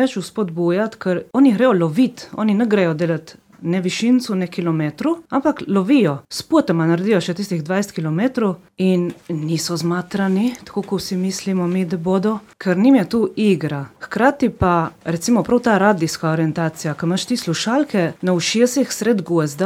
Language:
Slovenian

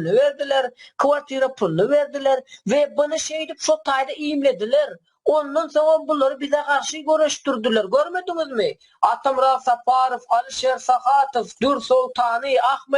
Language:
Turkmen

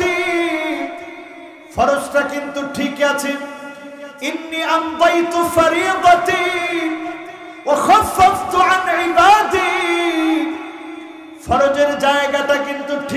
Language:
Bangla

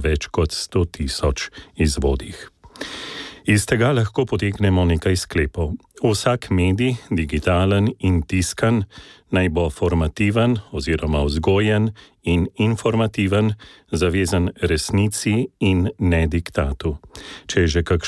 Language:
Slovenian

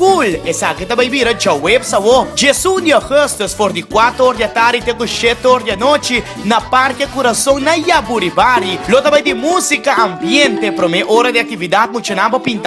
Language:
Papiamento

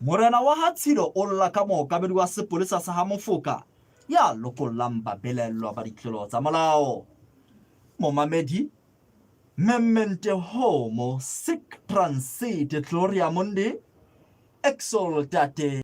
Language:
Southern Sotho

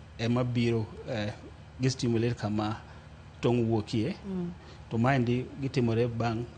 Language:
Luo (Kenya and Tanzania)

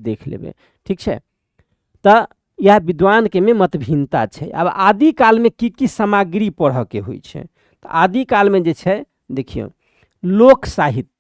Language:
Maithili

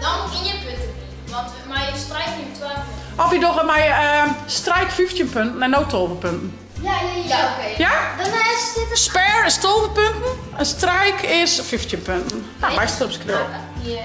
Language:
Western Frisian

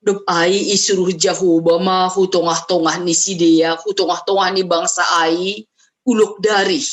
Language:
Batak Simalungun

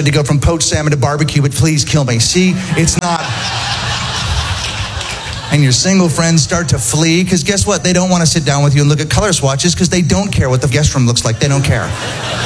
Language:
English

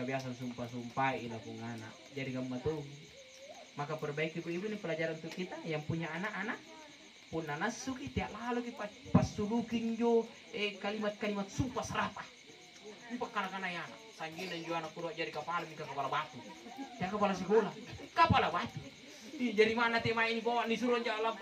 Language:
Makasar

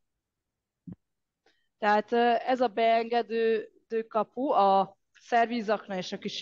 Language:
Hungarian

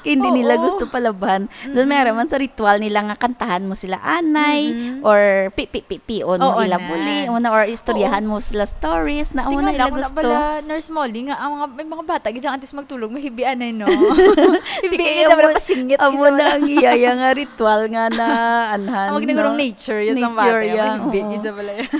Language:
Hiligaynon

